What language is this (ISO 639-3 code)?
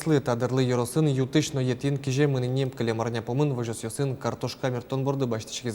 udm